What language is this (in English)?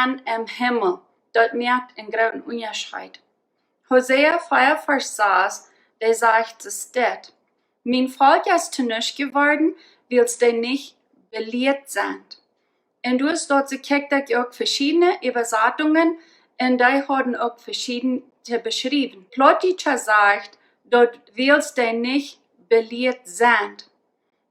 Plautdietsch